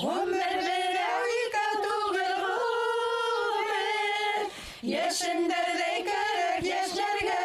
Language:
Bashkir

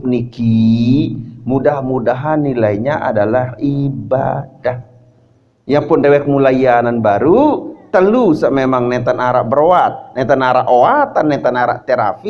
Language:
Sasak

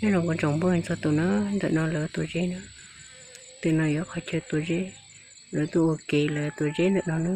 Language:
Hmong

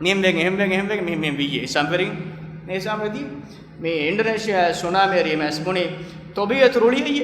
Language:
Divehi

